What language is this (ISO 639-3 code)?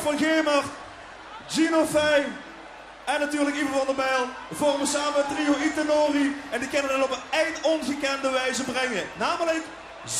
lim